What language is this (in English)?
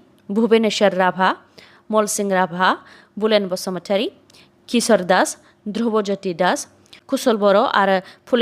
Bodo